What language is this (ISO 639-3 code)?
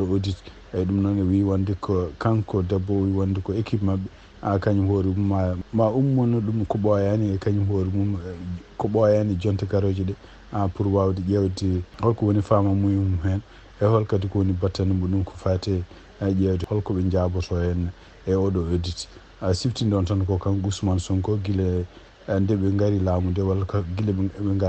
ful